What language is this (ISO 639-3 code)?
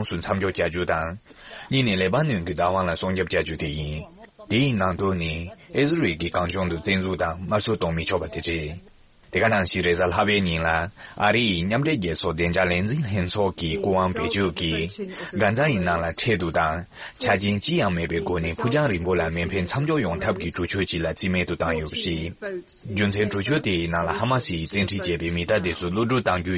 bod